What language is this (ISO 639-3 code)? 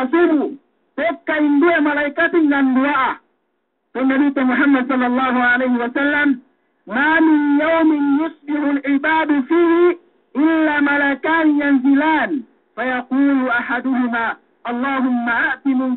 yka